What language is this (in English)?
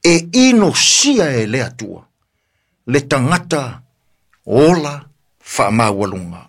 Samoan